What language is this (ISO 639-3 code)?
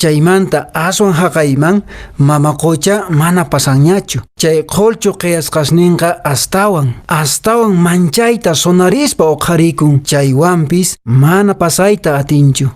que